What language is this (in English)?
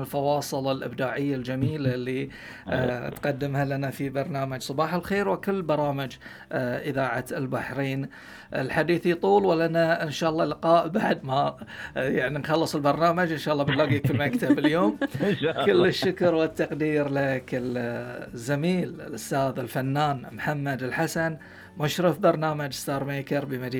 Gulf Arabic